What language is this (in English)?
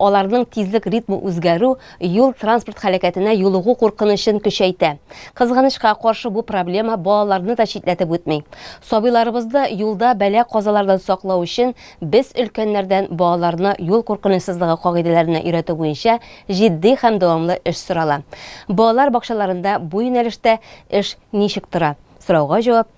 Tatar